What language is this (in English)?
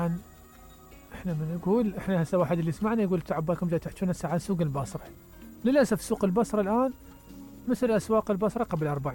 Mesopotamian Arabic